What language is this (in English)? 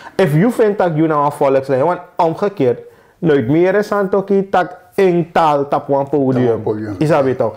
Sranan Tongo